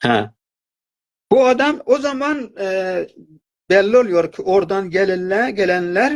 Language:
South Azerbaijani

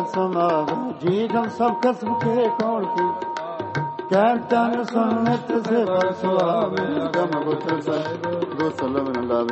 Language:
Punjabi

